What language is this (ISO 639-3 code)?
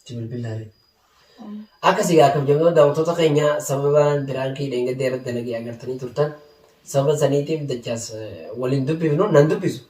orm